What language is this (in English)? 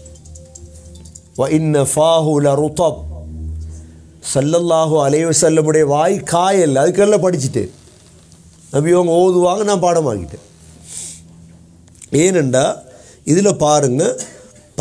Tamil